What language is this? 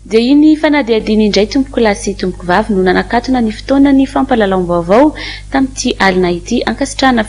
Malagasy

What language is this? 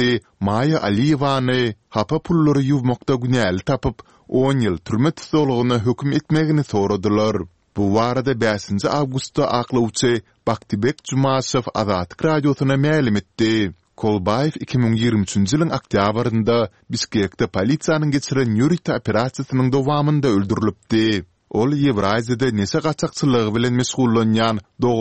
Kyrgyz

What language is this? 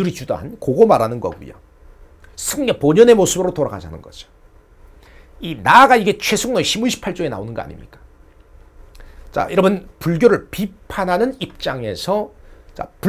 Korean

